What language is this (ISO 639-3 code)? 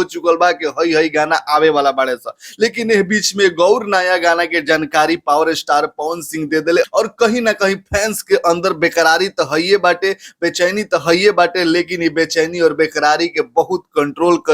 bho